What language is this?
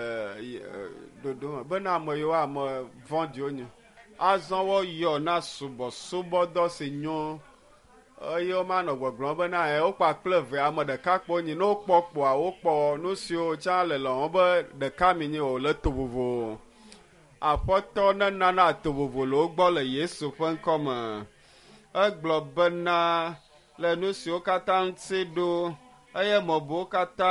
Ewe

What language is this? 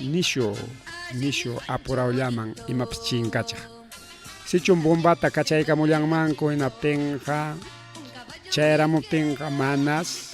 Ayacucho Quechua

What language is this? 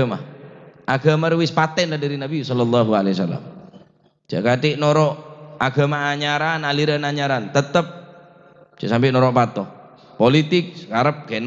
Madurese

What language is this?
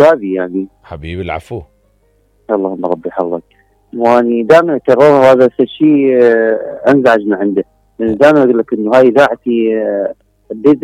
Mesopotamian Arabic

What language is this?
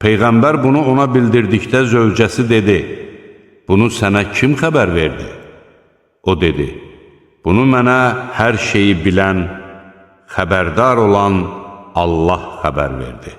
Azerbaijani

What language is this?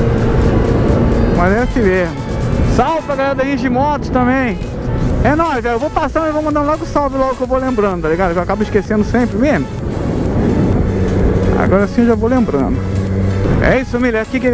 Portuguese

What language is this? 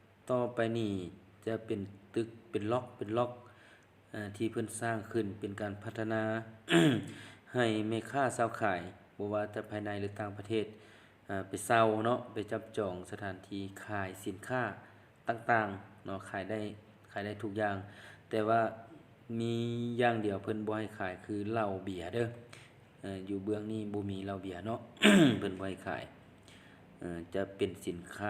Lao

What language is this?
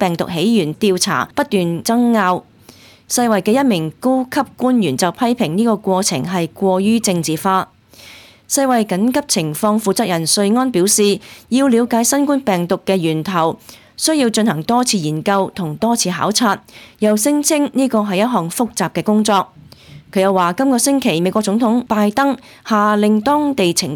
Cantonese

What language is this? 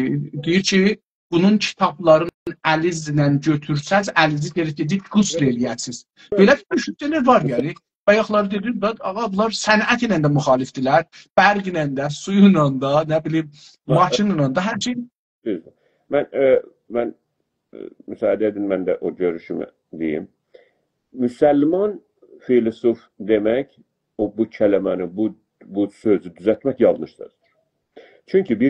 South Azerbaijani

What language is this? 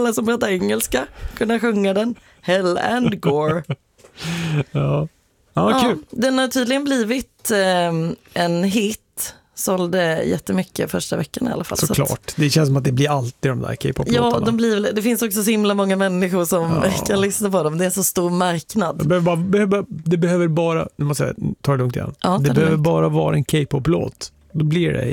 Swedish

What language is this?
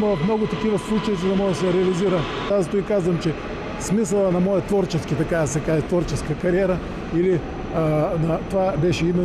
Bulgarian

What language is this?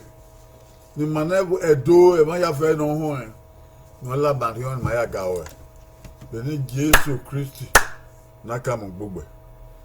Bini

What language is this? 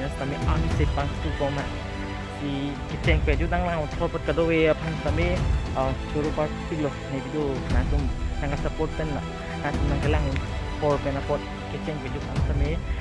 Karbi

